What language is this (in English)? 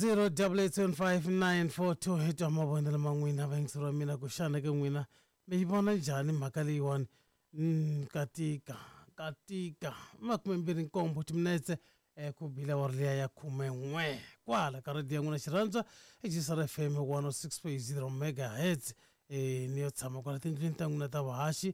Tsonga